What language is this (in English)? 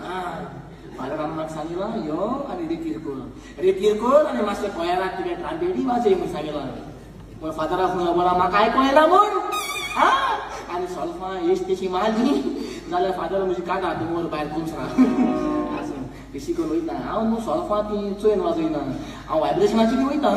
Konkani